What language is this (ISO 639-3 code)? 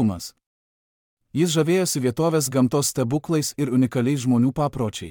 lit